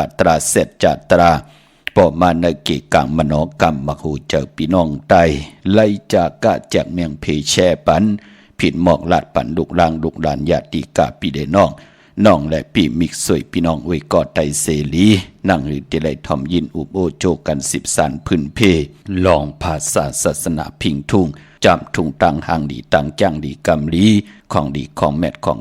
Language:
Shan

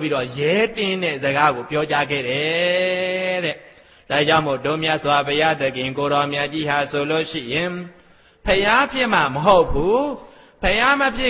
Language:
Burmese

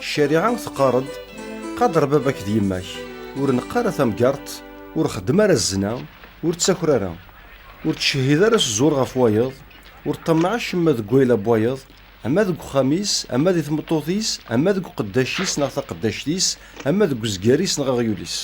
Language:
Kabyle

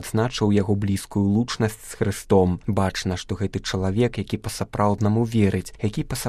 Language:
Belarusian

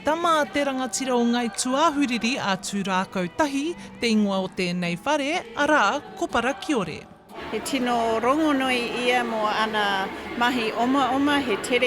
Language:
Māori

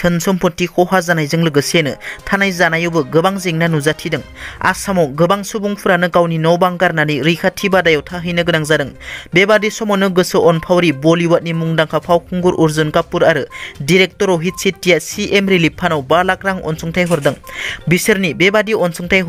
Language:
Bodo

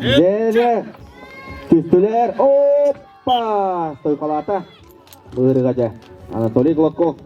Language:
Yakut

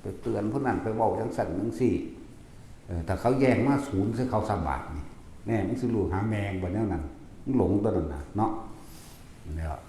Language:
Northeastern Thai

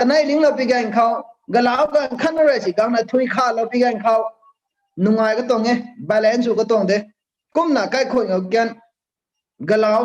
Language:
Rongmei Naga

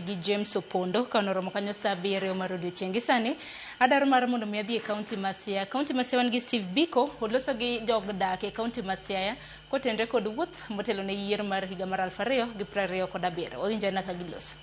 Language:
Luo (Kenya and Tanzania)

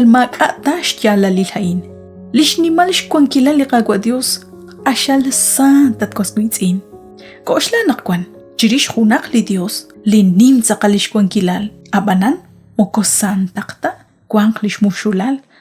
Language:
Kekchí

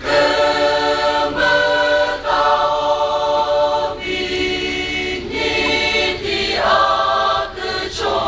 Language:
Chokri Naga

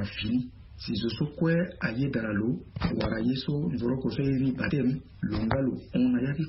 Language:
Sango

